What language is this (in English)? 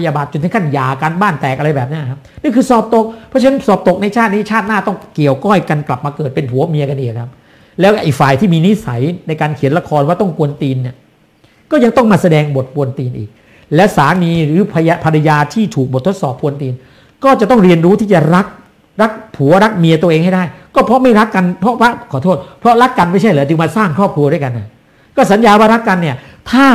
Thai